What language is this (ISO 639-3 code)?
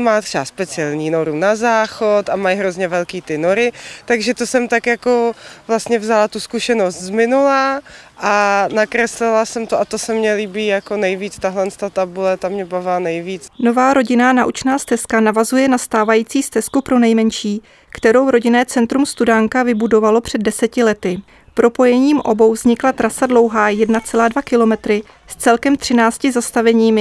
ces